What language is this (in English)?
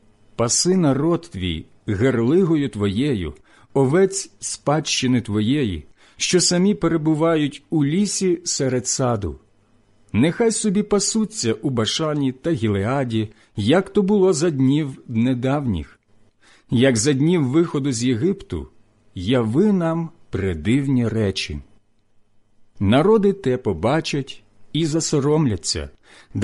Ukrainian